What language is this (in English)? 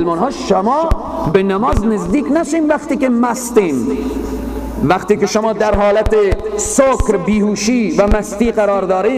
Persian